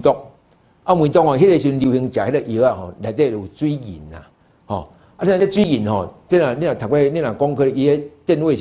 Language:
Min Nan Chinese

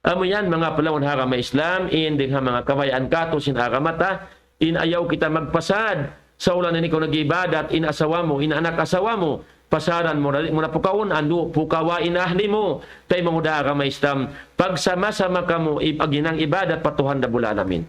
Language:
Tausug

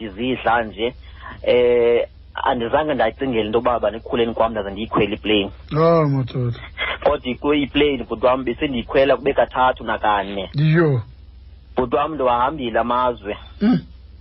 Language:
Xhosa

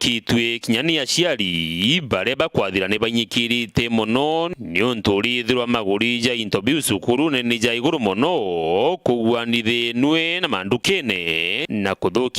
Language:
Meru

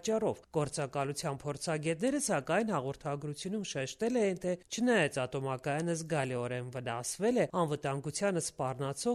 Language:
Armenian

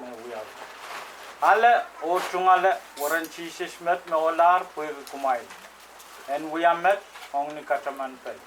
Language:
Pohnpeian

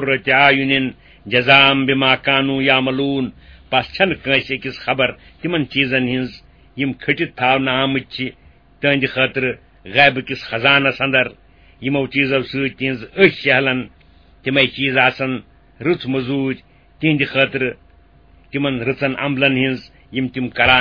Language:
Kashmiri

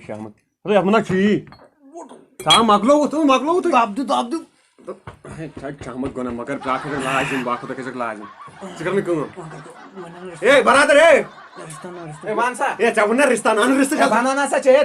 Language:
Kashmiri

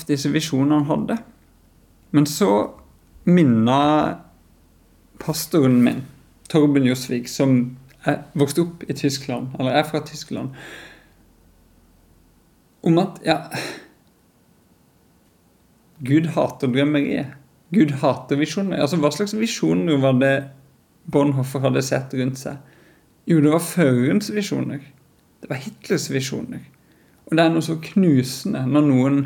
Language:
Norwegian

